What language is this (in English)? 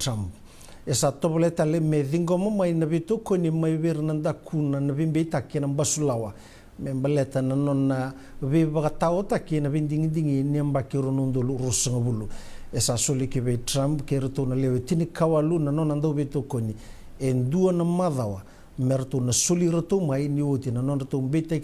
Fijian